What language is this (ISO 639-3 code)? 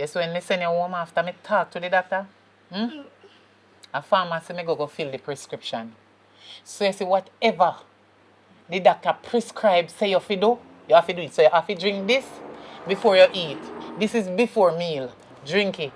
jam